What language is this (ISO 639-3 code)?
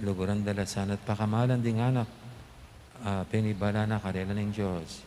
pam